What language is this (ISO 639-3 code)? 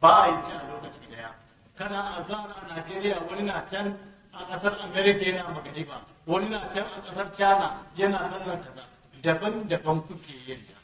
hau